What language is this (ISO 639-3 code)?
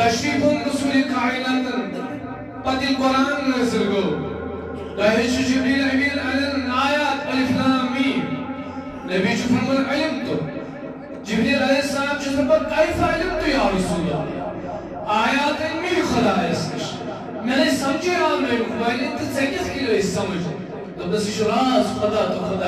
kas